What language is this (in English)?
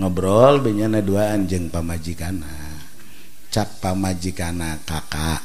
Sundanese